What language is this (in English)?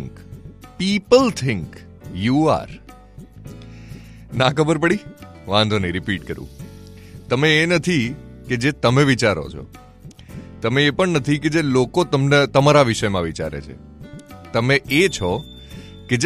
Gujarati